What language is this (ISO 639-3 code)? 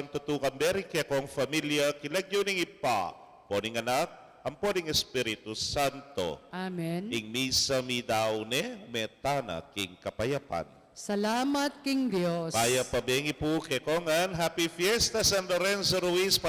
pam